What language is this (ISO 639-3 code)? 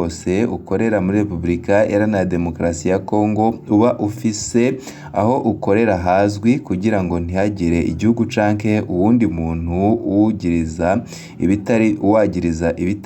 run